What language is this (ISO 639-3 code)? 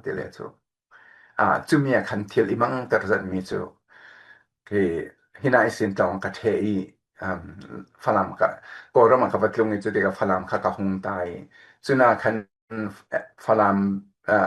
cfm